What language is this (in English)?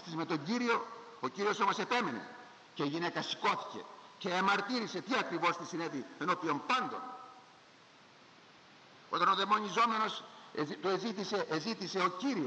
Greek